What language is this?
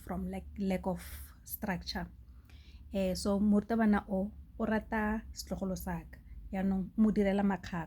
Tswana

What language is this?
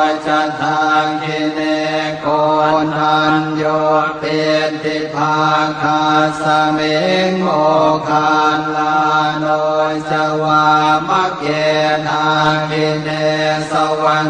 Pali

